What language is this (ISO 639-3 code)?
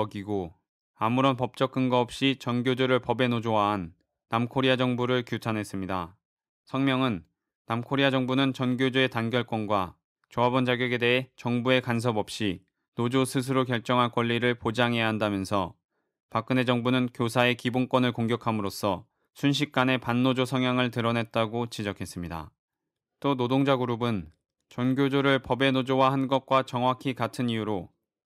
kor